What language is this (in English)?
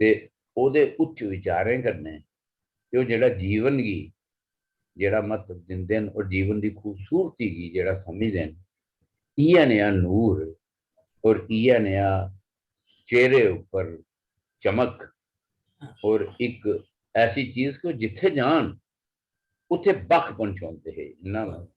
Dogri